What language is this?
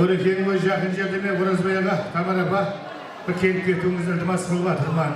Kara-Kalpak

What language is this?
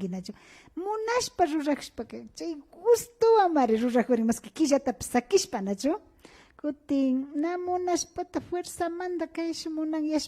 Imbabura Highland Quichua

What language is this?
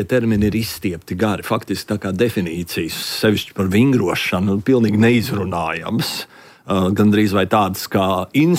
Latvian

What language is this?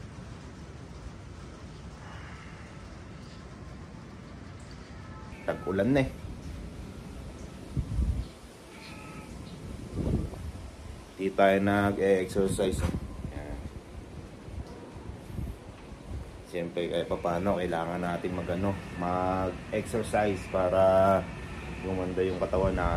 Filipino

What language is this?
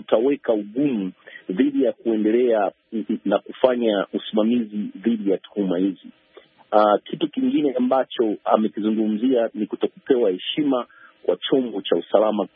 Swahili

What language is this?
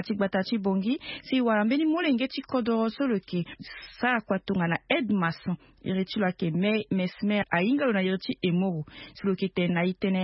Sango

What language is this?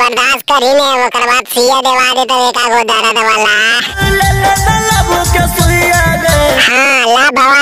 Magahi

